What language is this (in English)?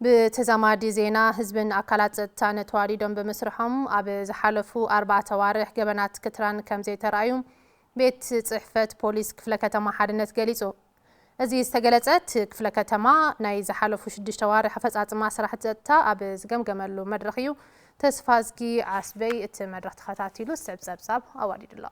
Tigrinya